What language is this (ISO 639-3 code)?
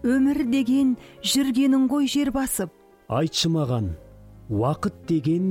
kaz